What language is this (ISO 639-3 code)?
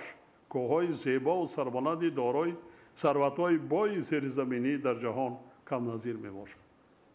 tgk